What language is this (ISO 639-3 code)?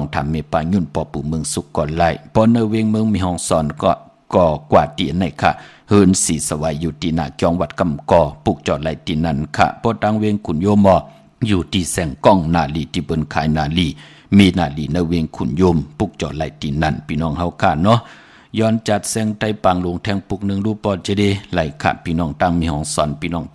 shn